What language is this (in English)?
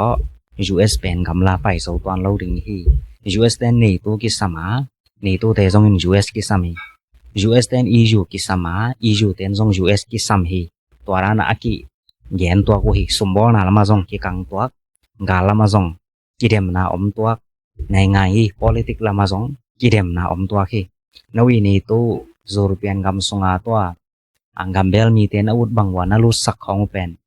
Tedim Chin